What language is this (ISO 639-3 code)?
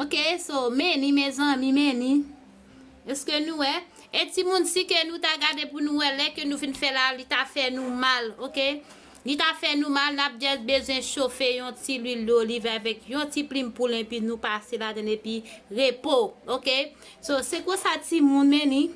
hat